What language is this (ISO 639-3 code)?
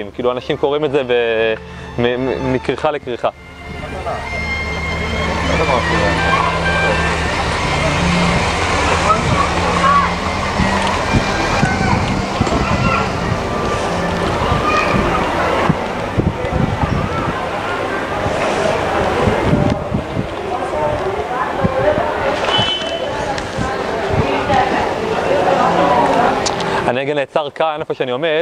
heb